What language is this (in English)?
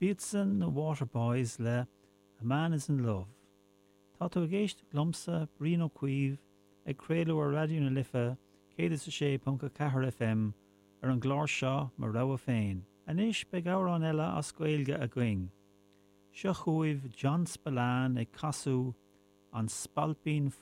Irish